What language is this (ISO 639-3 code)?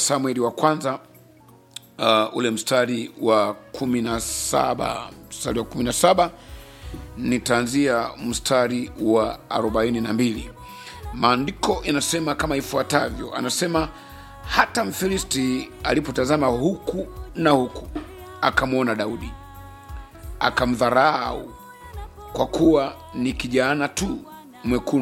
swa